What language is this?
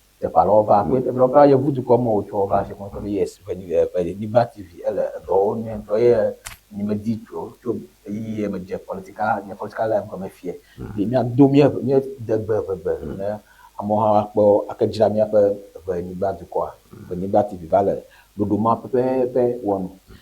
Ewe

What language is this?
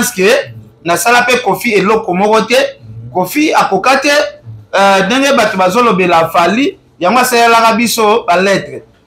Lingala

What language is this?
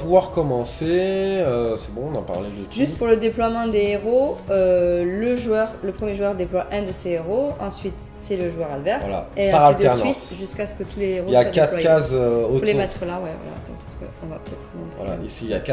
French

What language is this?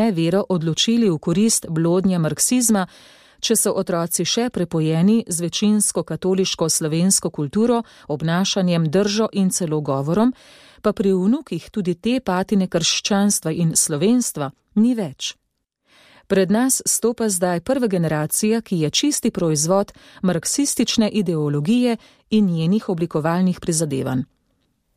Slovenian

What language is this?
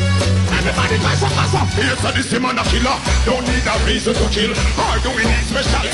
Jamaican Creole English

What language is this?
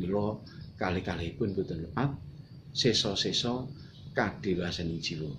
Javanese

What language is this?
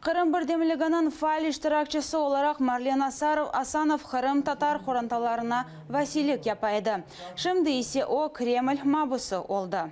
Crimean Tatar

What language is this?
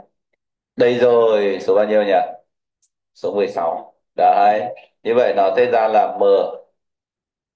Vietnamese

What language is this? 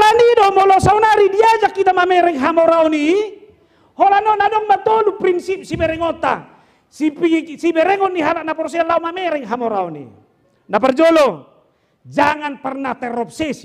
Batak Toba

